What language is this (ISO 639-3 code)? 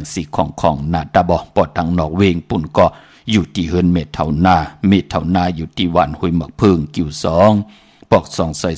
shn